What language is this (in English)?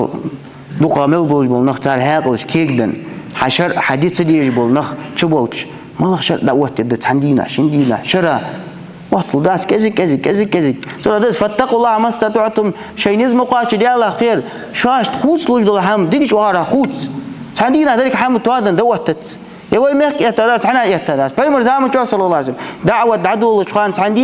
Ingush